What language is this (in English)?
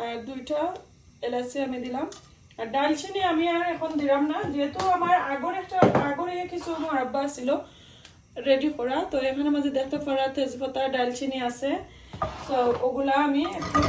Sylheti